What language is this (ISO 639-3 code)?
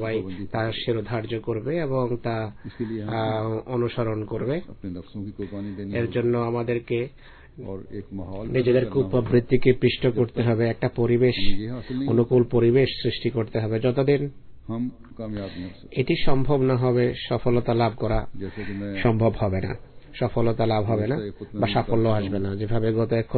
ben